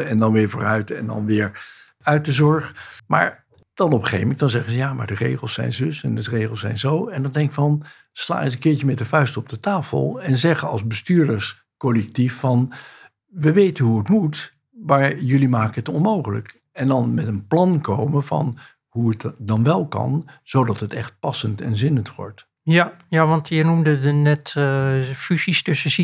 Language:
Dutch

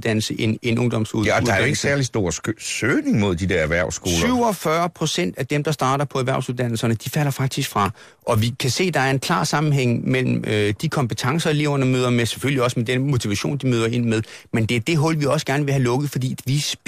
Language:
Danish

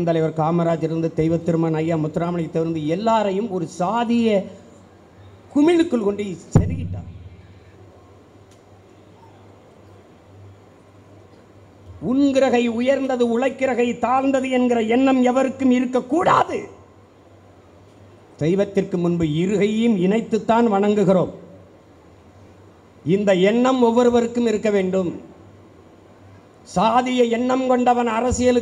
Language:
Tamil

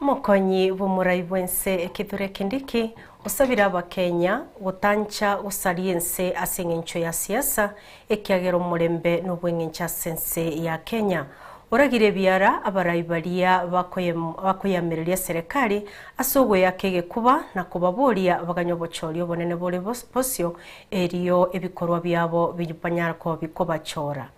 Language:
Gusii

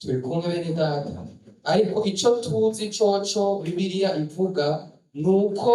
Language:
Rundi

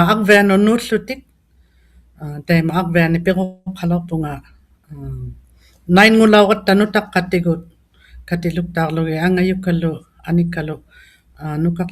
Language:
Inuktitut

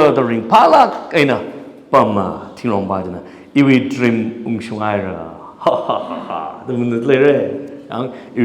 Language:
Tangkhul Naga (India)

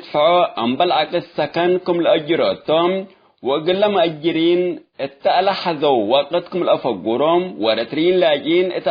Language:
Tigre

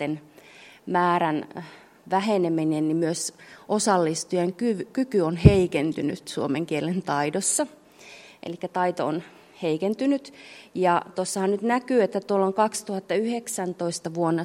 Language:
Finnish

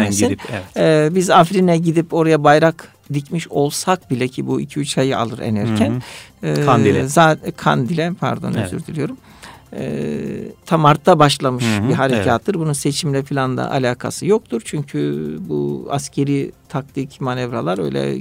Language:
Turkish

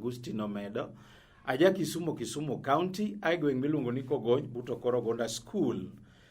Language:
Luo (Kenya and Tanzania)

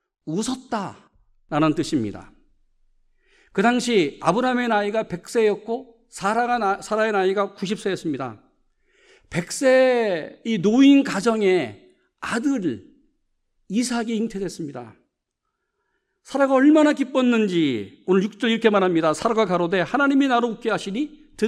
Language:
Korean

